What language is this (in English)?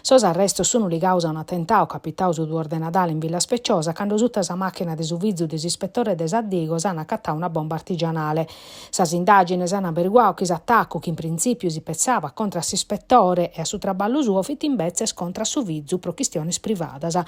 Sardinian